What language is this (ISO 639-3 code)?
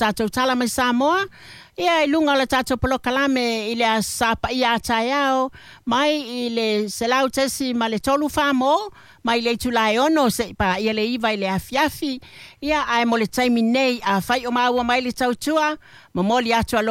smo